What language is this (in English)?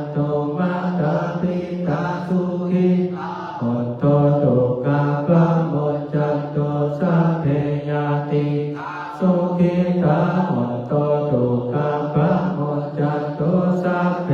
Pali